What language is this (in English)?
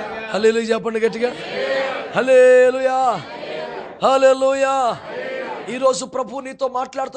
Telugu